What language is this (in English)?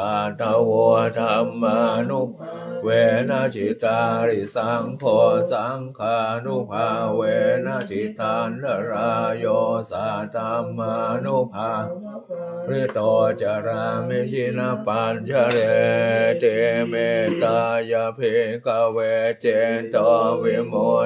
Pali